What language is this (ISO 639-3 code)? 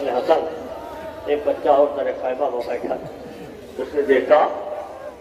urd